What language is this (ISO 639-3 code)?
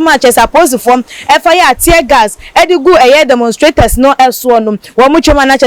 aka